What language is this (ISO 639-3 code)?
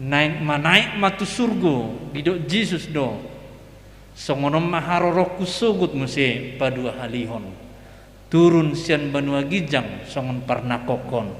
bbc